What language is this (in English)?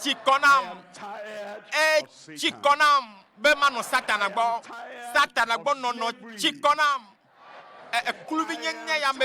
Ewe